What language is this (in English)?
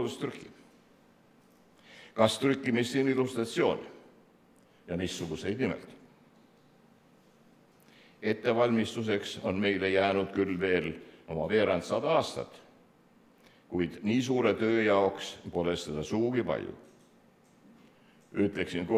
Estonian